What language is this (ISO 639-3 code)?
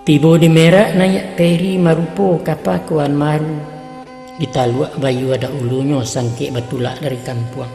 min